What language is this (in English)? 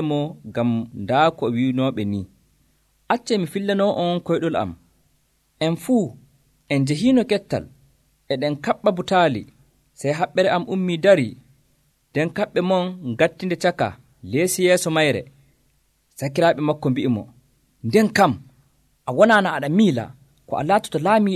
Nigerian Fulfulde